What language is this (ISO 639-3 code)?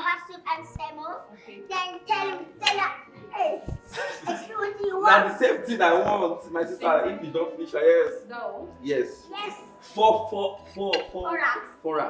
pcm